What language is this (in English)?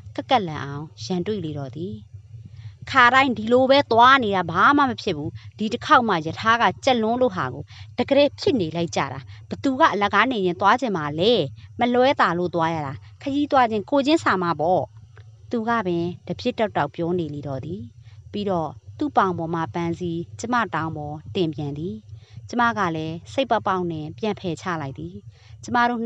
Burmese